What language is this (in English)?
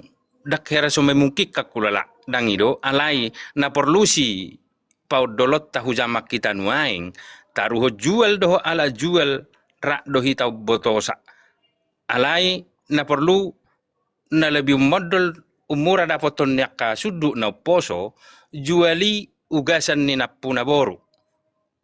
Batak Toba